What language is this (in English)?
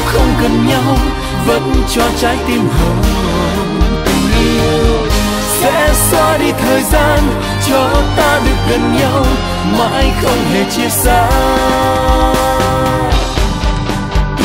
Vietnamese